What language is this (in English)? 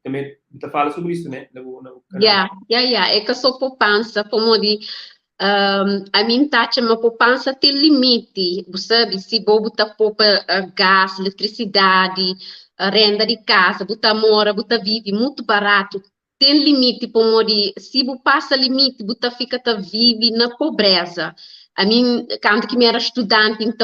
Kabuverdianu